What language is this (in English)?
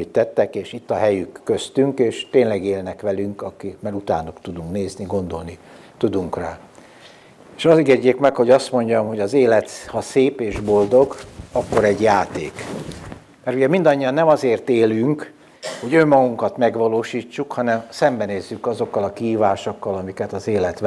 Hungarian